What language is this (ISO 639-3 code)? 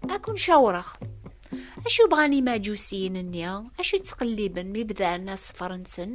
kab